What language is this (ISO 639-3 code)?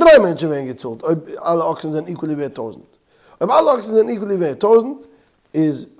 yid